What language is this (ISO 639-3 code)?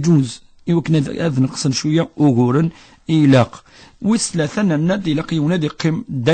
kab